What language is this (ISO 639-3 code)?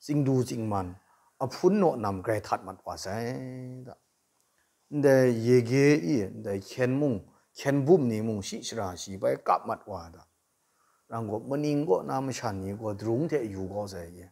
kac